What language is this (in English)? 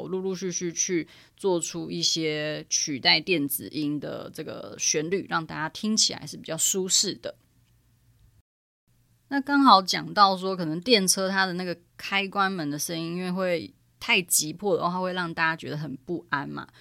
Chinese